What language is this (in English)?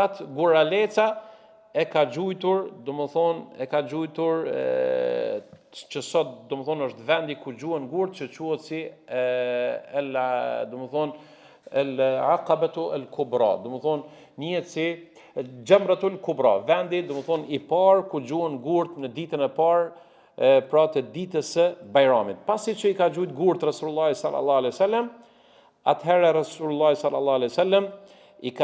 Albanian